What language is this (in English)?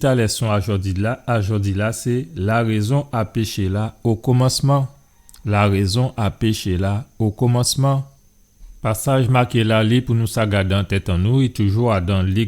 Guadeloupean Creole French